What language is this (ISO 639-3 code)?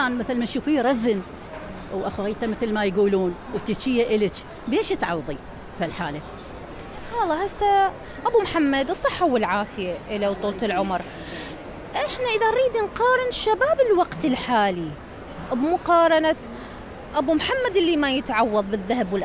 acm